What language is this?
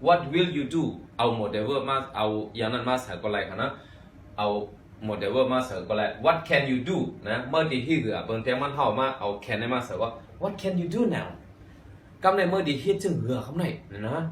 Shan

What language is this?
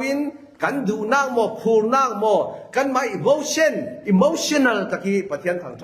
Falam Chin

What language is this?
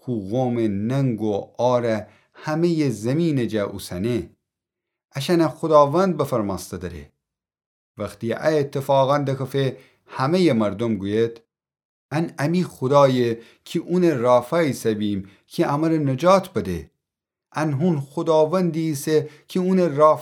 Gilaki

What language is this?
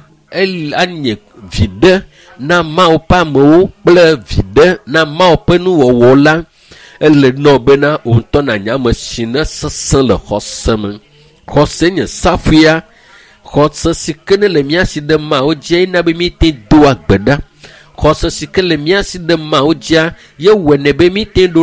Ewe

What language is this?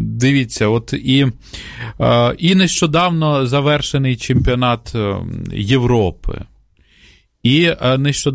Ukrainian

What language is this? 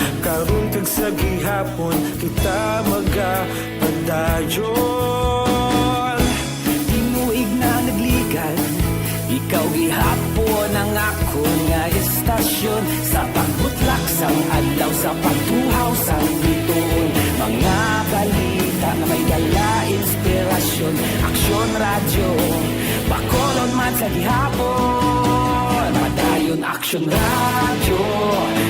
Hiligaynon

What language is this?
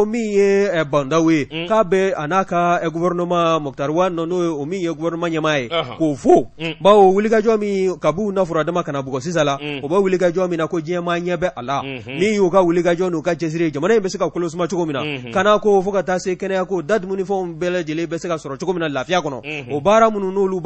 Bambara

